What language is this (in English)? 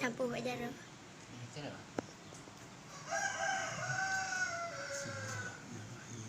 Achinese